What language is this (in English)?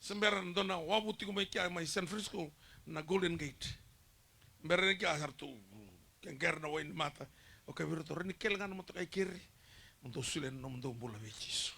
Fijian